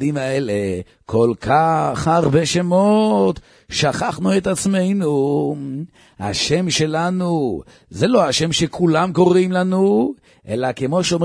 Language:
Hebrew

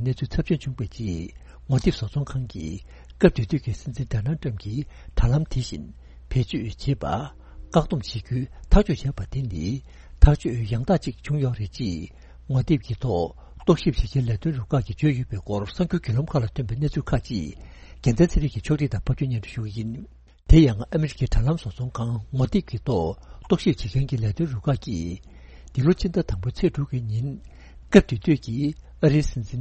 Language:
Tibetan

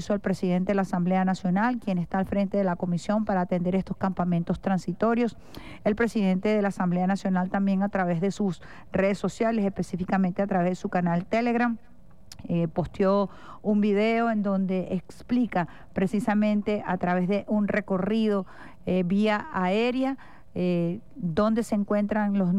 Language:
Spanish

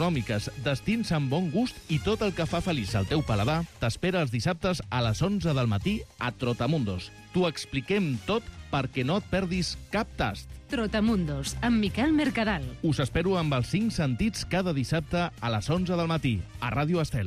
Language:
Catalan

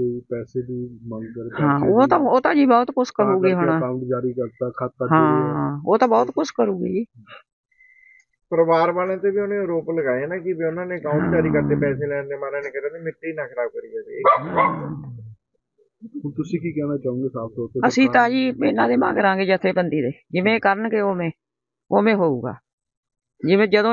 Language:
Punjabi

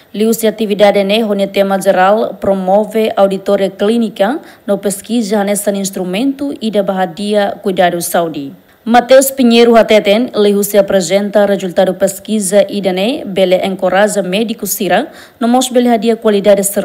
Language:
Tetum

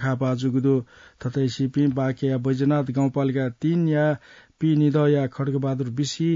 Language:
Newari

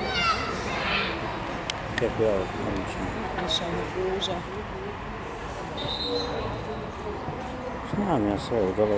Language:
Croatian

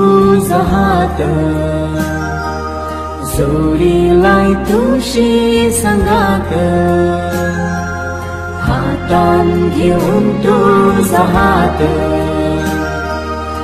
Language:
Marathi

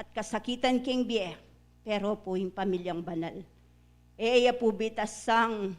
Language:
Pampanga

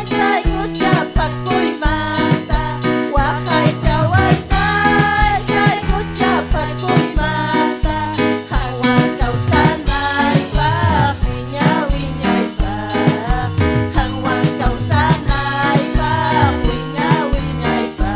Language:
Ayacucho Quechua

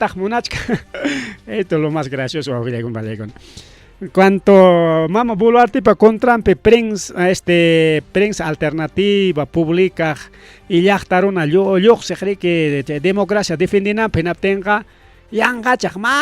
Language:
Ayacucho Quechua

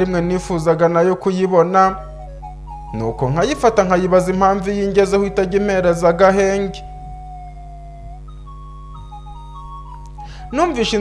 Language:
Kinyarwanda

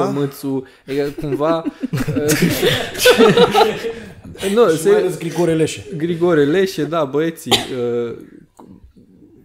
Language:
Romanian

